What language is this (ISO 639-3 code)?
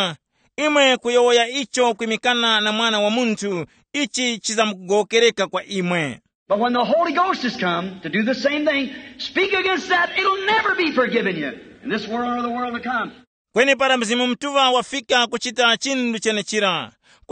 tum